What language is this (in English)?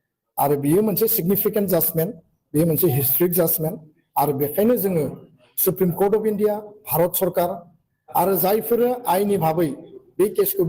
Bodo